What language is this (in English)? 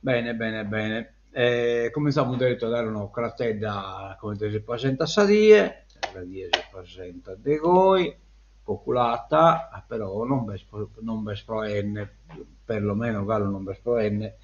Sardinian